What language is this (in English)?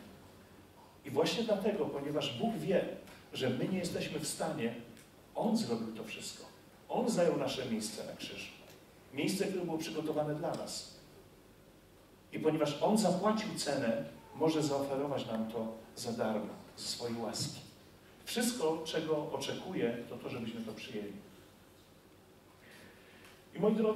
Polish